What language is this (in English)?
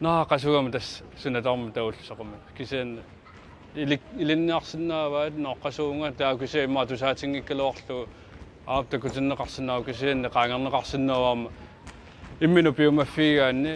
Kalaallisut